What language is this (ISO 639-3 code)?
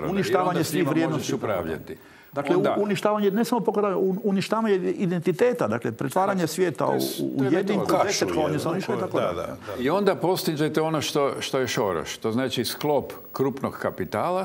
hrv